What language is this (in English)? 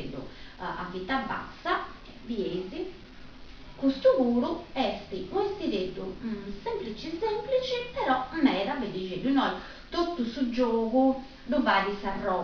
Sardinian